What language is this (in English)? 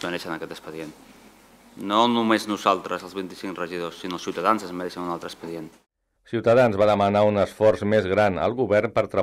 Catalan